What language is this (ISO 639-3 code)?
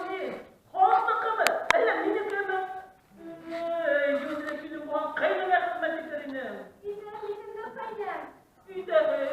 bak